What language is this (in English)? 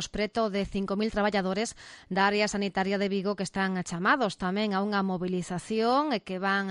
Galician